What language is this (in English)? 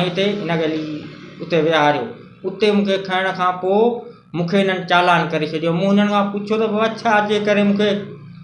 Sindhi